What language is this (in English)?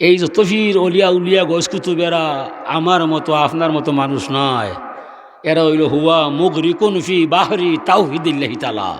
Sylheti